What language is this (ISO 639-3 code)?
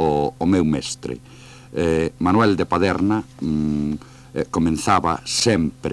glg